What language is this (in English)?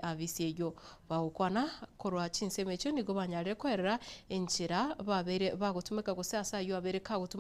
Gusii